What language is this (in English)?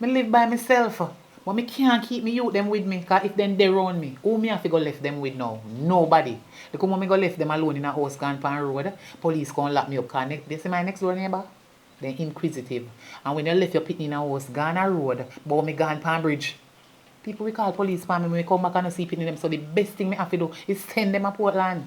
Jamaican Creole English